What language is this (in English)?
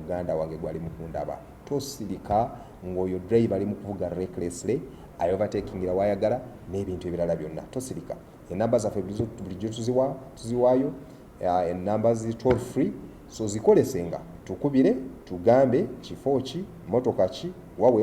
Ganda